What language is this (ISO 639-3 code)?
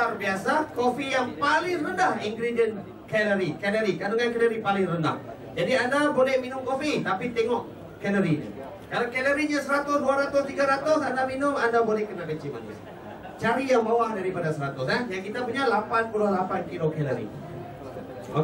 msa